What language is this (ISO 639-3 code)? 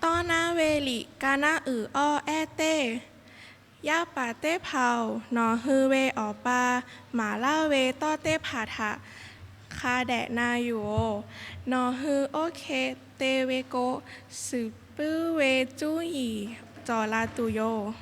lhu